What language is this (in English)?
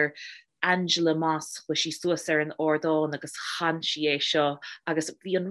Irish